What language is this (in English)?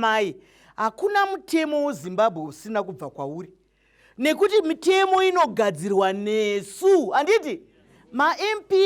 Shona